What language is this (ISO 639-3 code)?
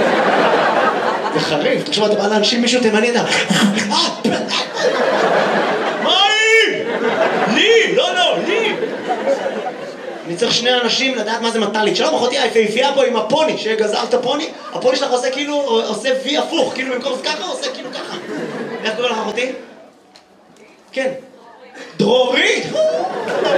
heb